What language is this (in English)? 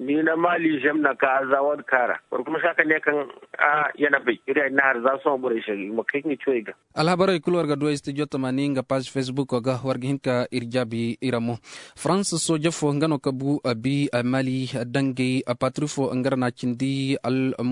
Zarma